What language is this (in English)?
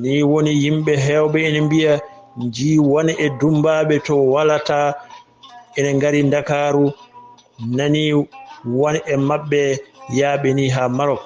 Fula